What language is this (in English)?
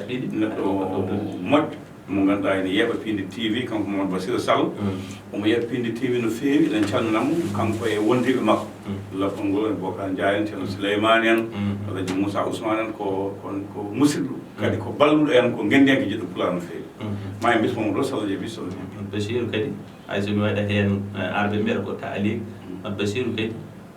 Fula